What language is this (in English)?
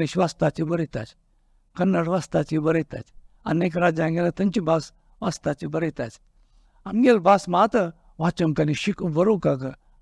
Konkani